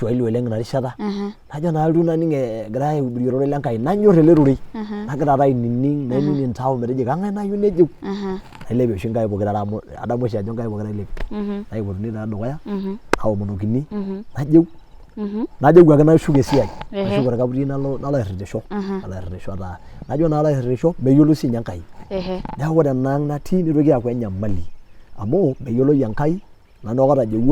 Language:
Masai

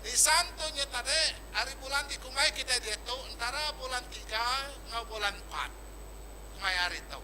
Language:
Iban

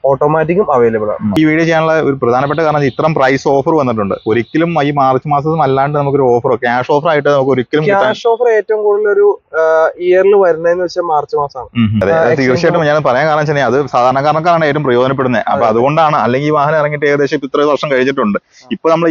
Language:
Malayalam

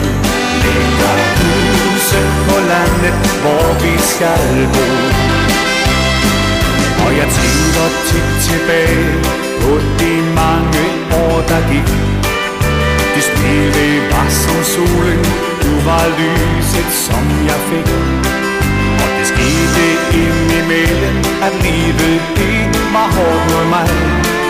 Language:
Danish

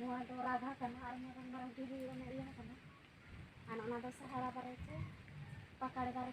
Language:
Santali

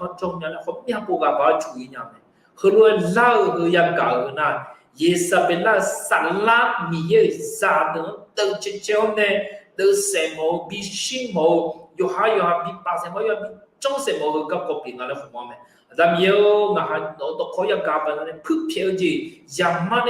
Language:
Akha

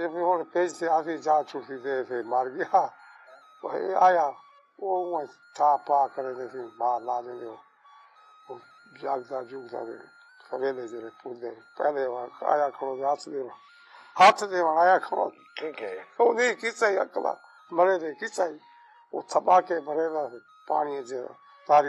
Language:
Saraiki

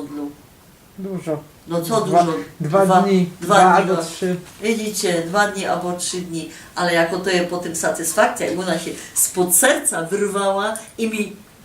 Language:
Silesian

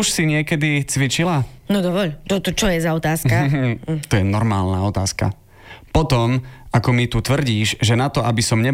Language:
Slovak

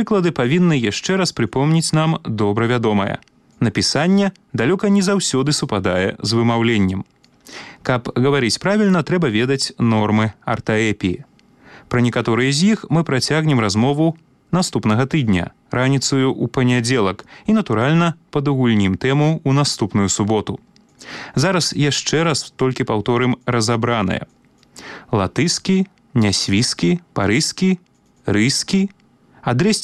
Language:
Belarusian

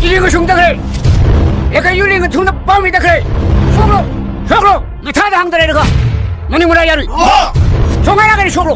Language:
Tangkhul Naga (India)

